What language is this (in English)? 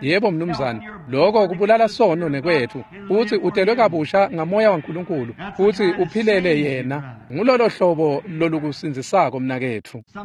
Swati